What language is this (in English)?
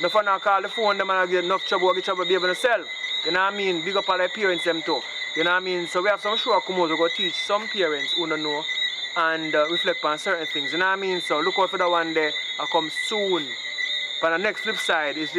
Jamaican Creole English